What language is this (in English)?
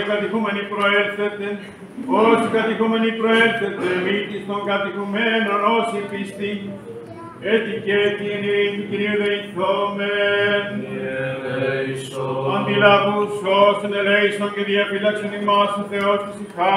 Greek